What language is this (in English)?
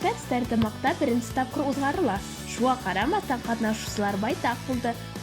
Bashkir